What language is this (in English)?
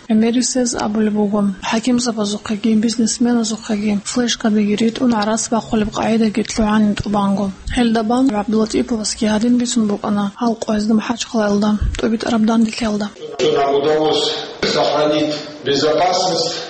Avaric